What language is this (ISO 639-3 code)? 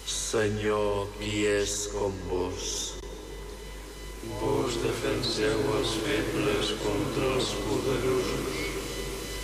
cat